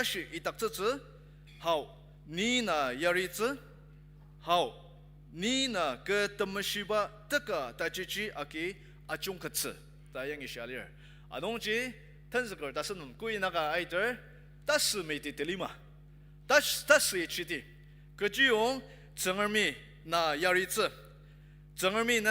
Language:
Ao Naga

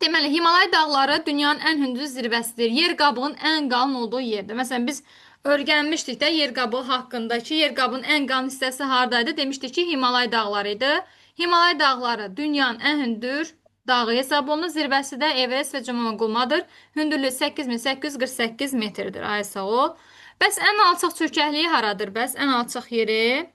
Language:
Azerbaijani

